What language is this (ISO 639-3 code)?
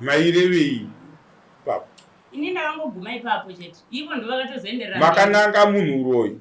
sna